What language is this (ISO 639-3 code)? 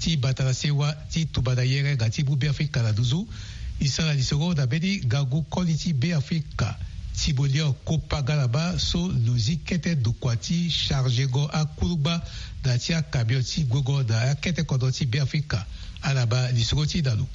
sag